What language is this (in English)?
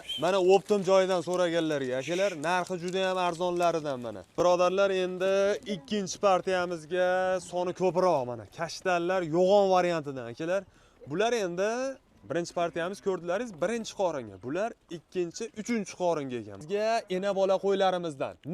Uzbek